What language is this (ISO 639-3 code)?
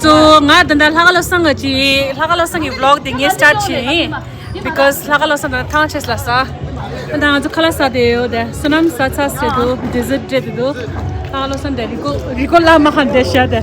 bod